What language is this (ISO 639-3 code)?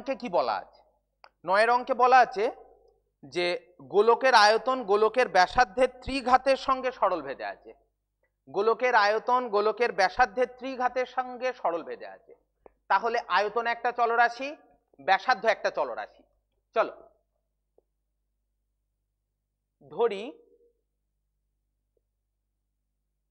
ben